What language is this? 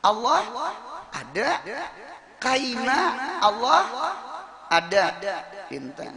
Banjar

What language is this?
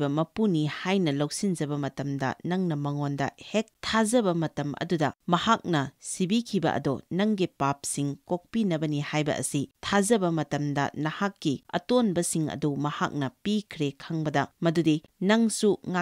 Manipuri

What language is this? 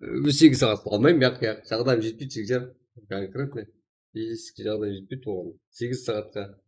Kara-Kalpak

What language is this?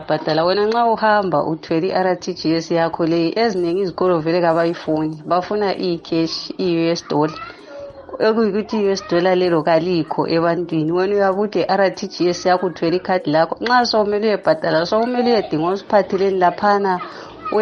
North Ndebele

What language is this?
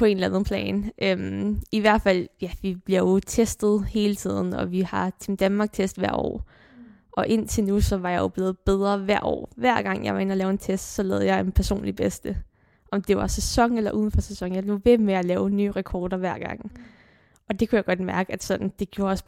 Danish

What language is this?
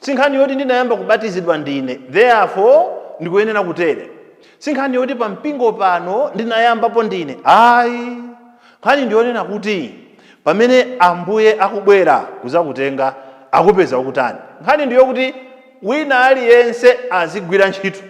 Nyanja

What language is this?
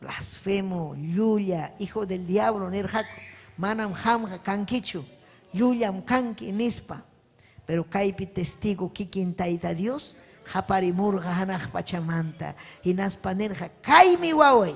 Ayacucho Quechua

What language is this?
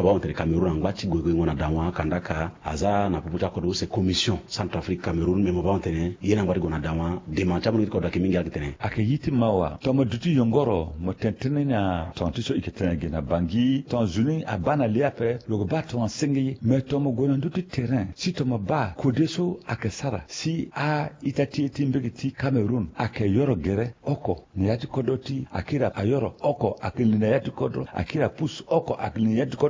Sango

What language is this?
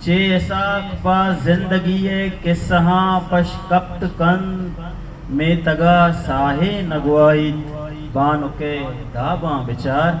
Eastern Balochi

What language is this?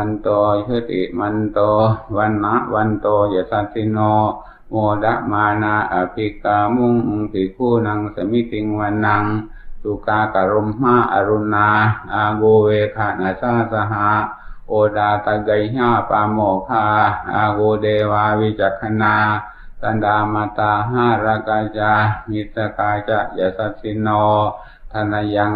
Pali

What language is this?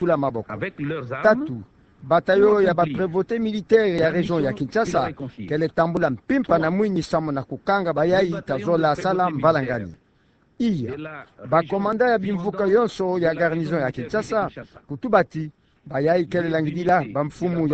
Kituba (Democratic Republic of Congo)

